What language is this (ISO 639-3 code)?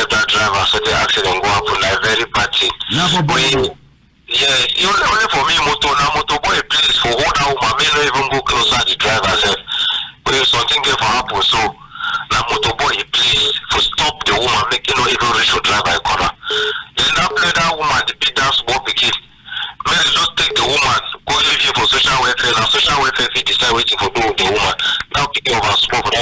wes